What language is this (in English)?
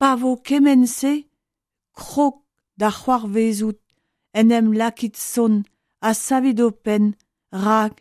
Breton